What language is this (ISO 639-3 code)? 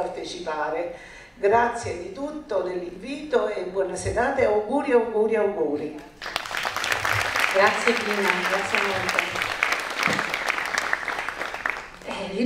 ita